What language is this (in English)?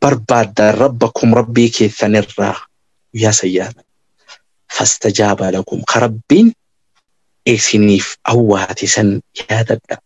Oromo